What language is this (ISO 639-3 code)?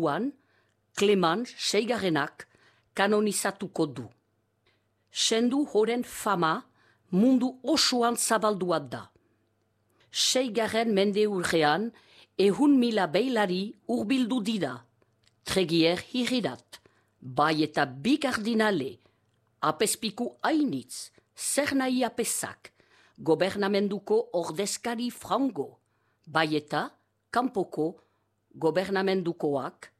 eus